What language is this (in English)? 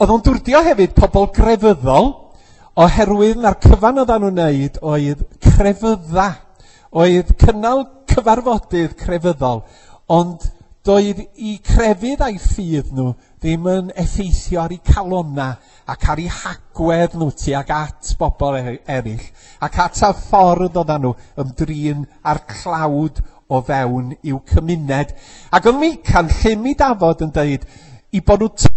Welsh